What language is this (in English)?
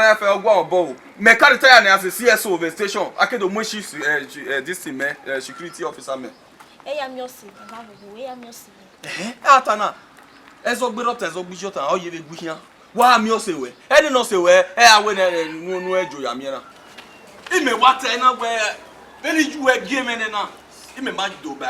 Bini